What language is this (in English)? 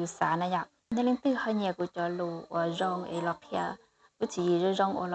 Hmong